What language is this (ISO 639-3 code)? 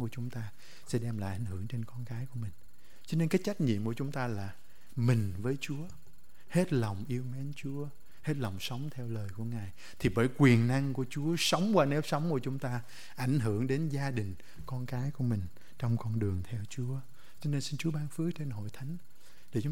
vie